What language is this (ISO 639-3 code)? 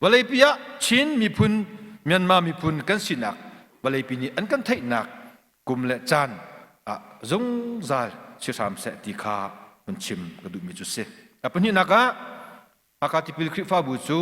cnh